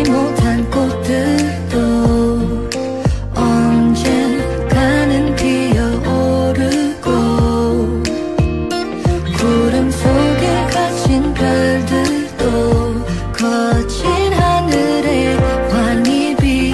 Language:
Korean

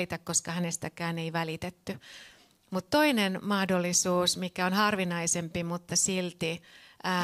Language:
Finnish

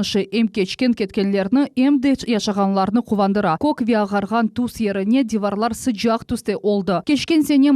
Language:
Crimean Tatar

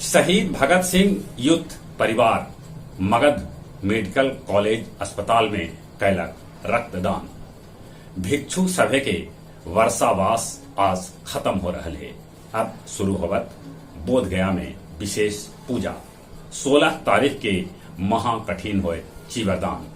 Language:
Magahi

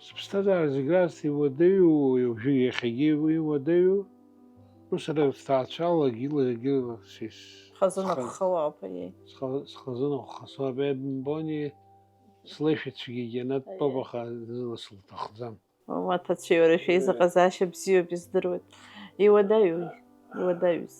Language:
Abkhazian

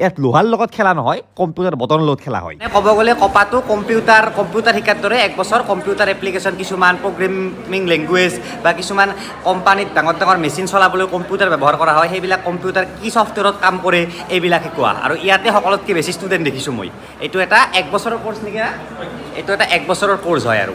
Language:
Assamese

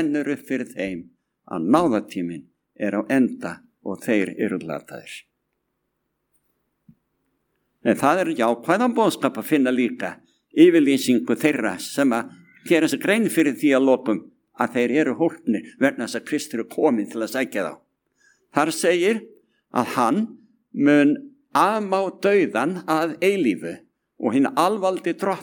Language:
Icelandic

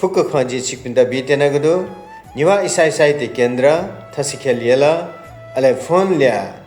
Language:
Newari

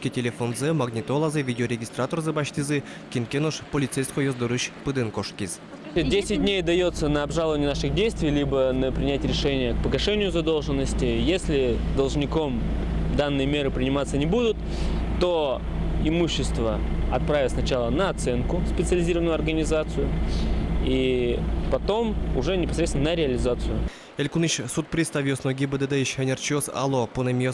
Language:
Udmurt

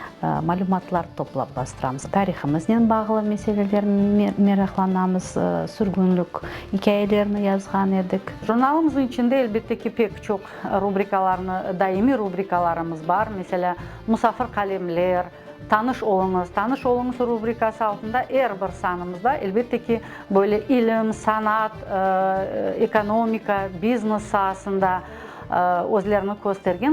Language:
Crimean Tatar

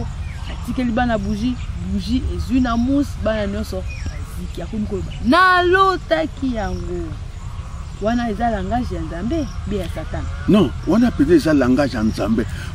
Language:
Lingala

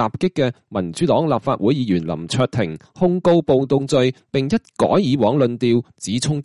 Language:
Cantonese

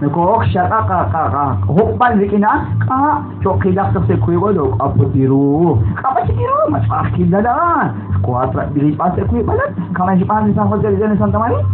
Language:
Kekchí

